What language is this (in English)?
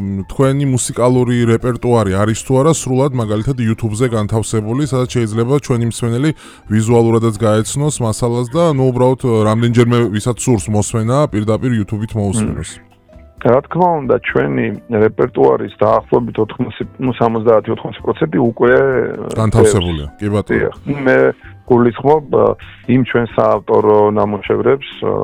Georgian